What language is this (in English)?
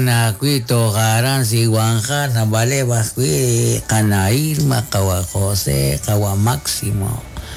Kekchí